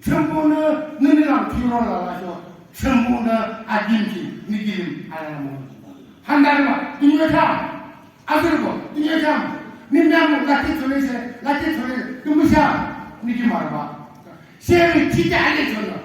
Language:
Naga Pidgin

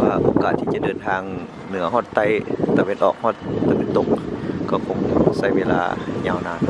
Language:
Lao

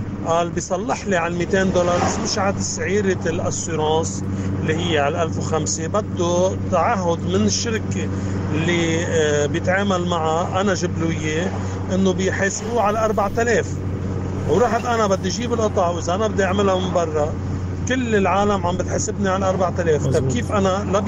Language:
North Levantine Arabic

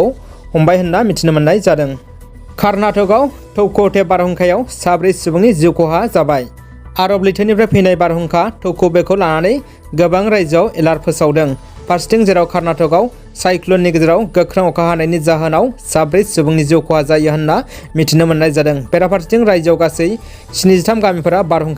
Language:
Bodo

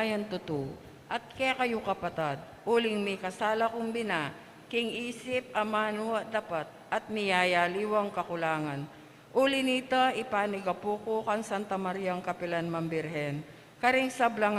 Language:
Pampanga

